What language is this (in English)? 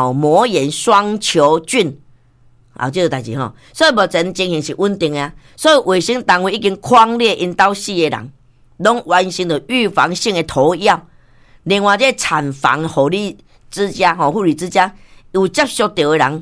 Min Nan Chinese